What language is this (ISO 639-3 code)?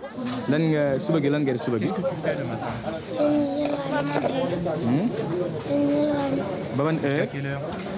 fra